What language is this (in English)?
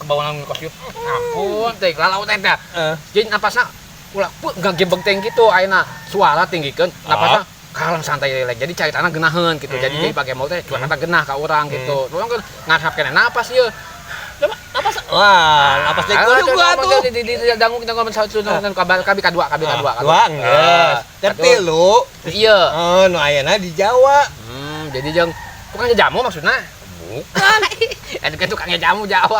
Sundanese